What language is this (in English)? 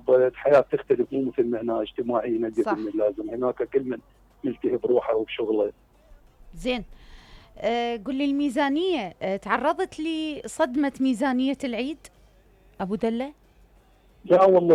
Mesopotamian Arabic